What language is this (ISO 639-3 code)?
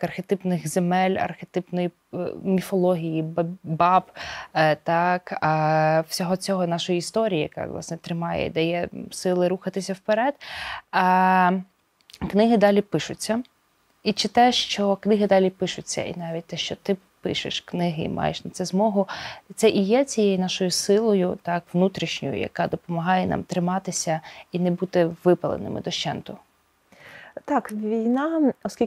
ukr